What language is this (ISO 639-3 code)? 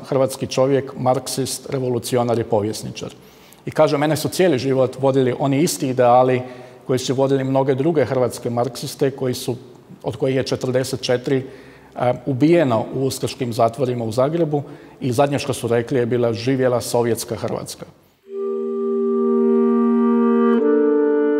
hrv